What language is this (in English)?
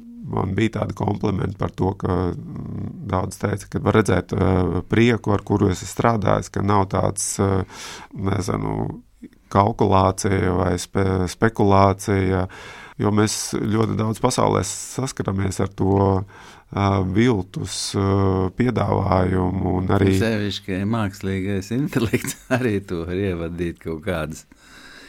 Latvian